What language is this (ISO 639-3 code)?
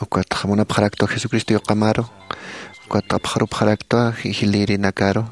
aym